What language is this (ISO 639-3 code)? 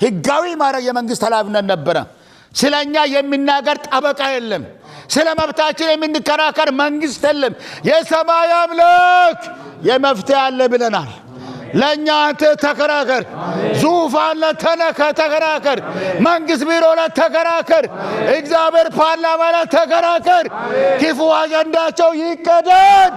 amh